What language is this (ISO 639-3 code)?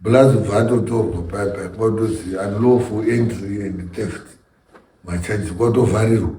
sna